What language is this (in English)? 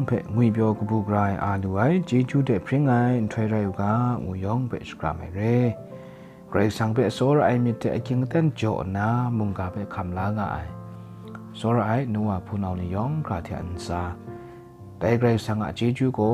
Kachin